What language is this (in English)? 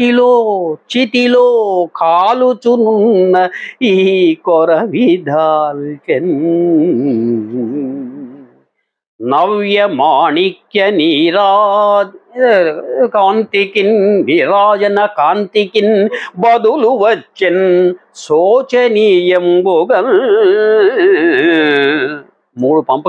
Telugu